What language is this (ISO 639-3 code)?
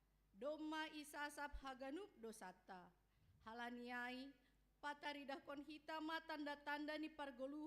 bts